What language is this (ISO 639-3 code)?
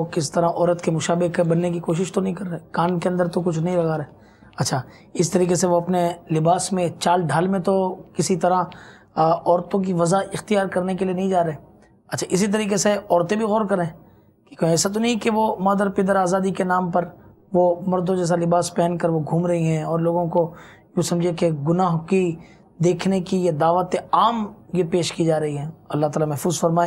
urd